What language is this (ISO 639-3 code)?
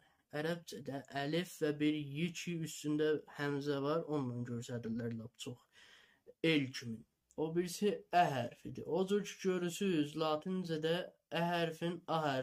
azb